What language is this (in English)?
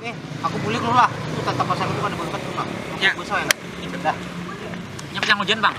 Banjar